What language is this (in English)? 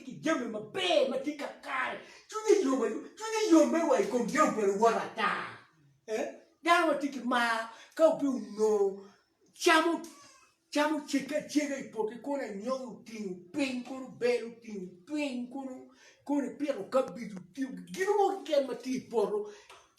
Acoli